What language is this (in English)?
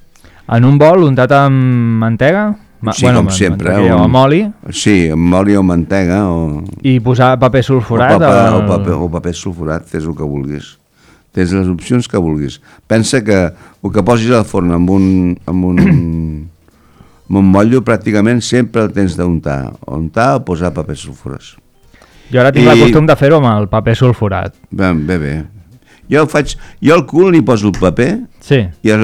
Catalan